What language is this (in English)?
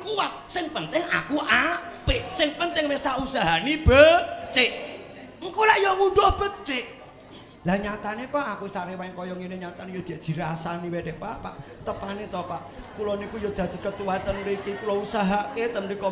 Javanese